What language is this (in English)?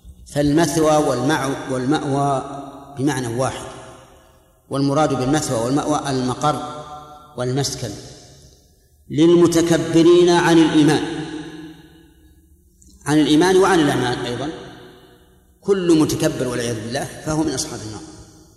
Arabic